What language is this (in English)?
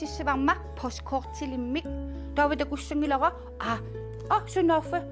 Kalaallisut